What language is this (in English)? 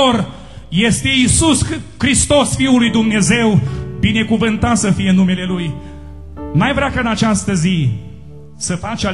Romanian